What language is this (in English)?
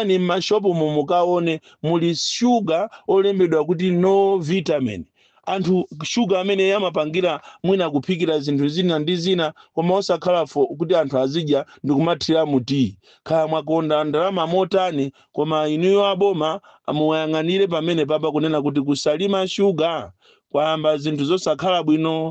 Nyanja